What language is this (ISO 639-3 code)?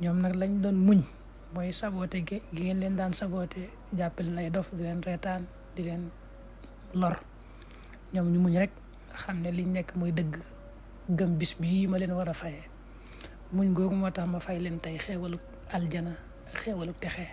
wol